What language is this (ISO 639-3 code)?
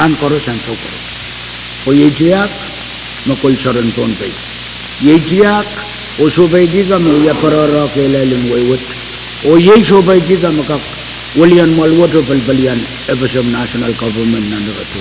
pon